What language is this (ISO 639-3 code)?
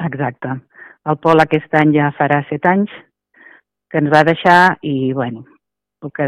cat